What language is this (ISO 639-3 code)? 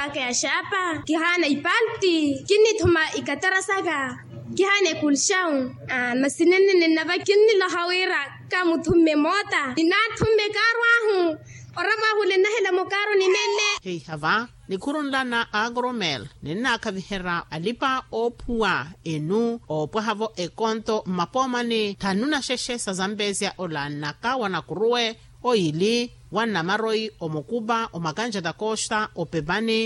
vmw